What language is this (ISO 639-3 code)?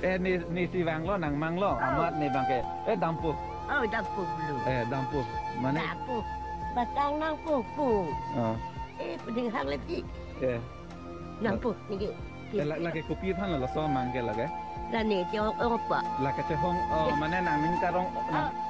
mjw